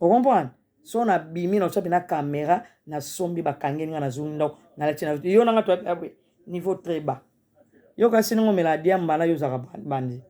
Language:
Lingala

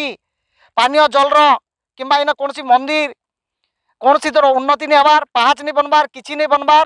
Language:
Odia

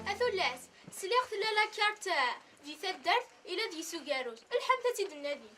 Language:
Kabyle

